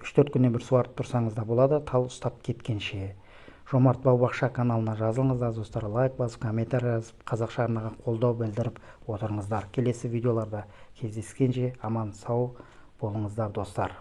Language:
Kazakh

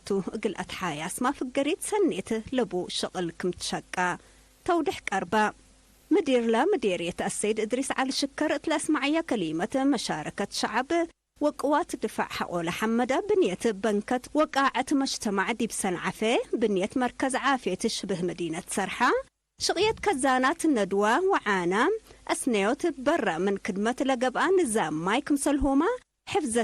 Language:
Tigre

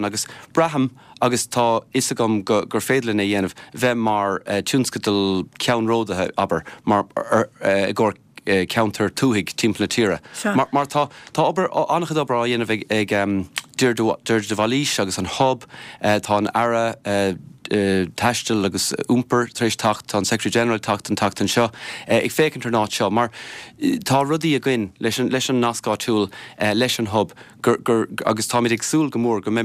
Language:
Irish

